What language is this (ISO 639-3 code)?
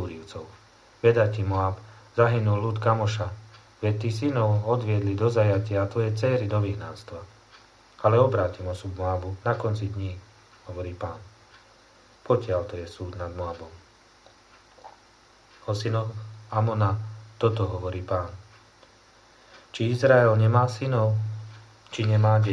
slk